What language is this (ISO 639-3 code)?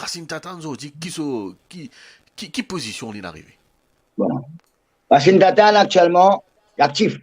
mfe